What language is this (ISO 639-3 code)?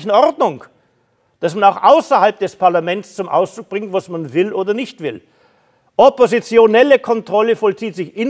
deu